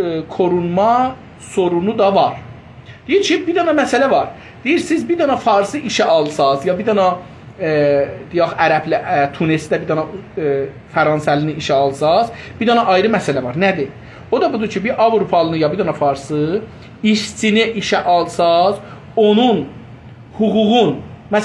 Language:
South Azerbaijani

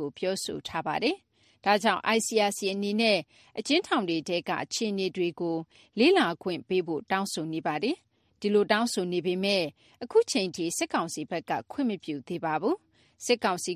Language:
Burmese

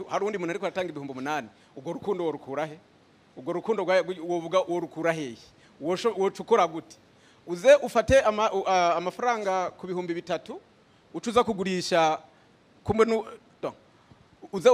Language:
Rundi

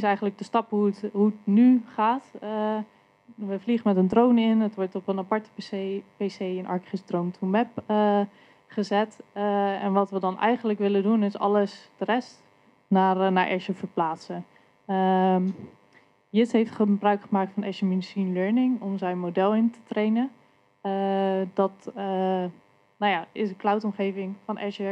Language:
Dutch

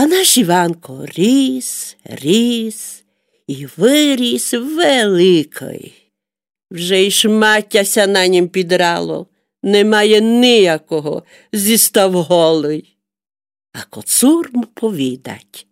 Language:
Rusyn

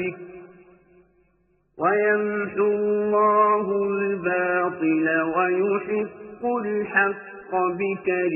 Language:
Urdu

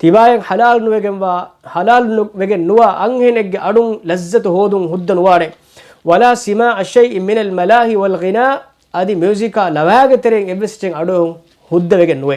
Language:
Divehi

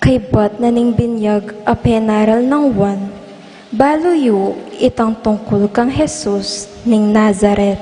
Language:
Pampanga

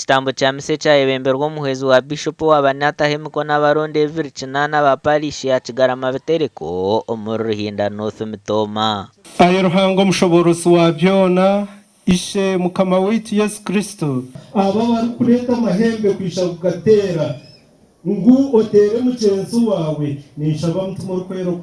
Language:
Nyankole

